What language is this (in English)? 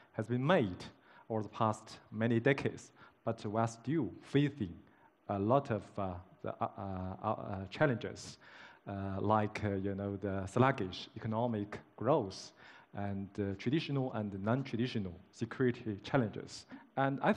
English